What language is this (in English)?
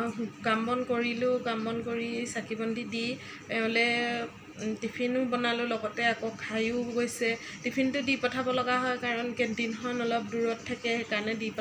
Assamese